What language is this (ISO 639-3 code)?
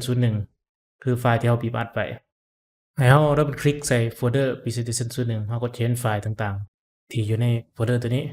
lao